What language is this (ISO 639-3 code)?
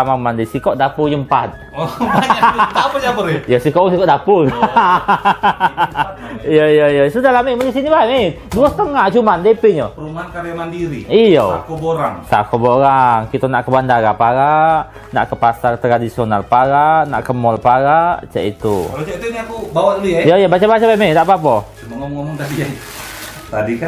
mui